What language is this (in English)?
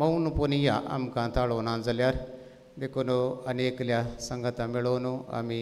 Konkani